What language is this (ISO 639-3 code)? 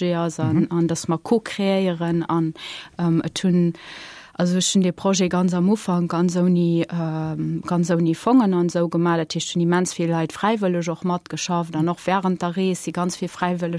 ltz